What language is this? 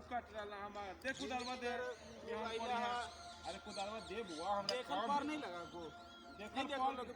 Magahi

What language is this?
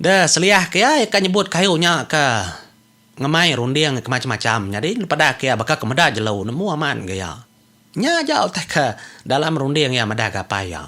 Iban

